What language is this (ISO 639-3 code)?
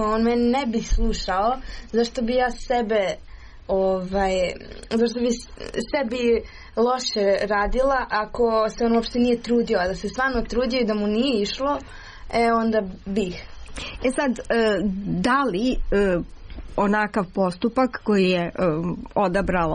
srp